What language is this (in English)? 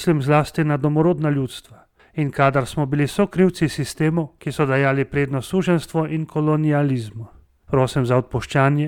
Slovenian